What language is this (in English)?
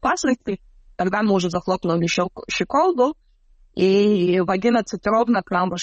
Russian